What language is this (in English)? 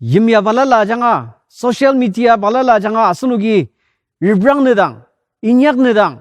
Ao Naga